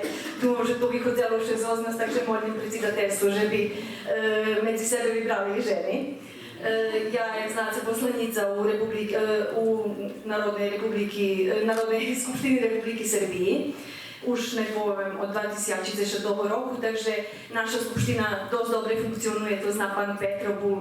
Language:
Rusyn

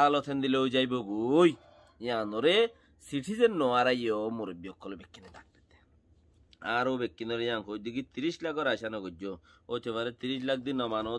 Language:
Rohingya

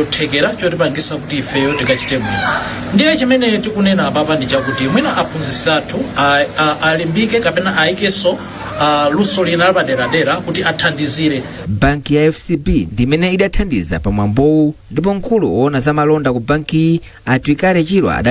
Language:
Nyanja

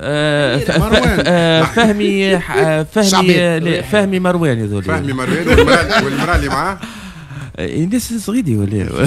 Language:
Tunisian Arabic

